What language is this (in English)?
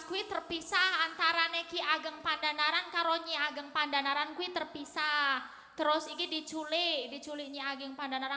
Javanese